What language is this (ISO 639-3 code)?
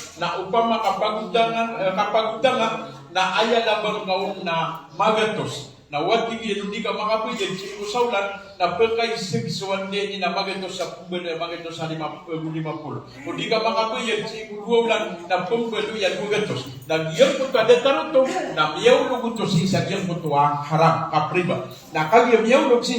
mrw